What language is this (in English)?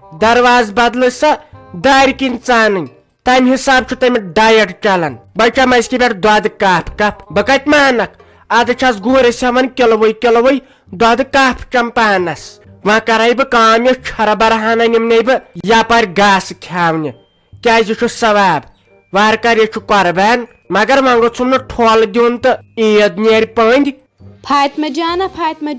Kashmiri